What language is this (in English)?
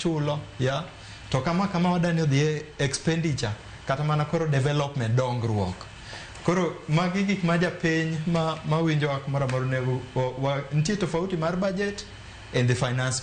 Luo (Kenya and Tanzania)